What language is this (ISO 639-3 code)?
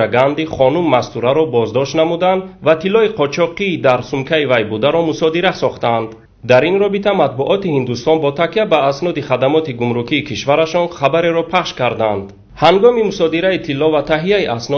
tgk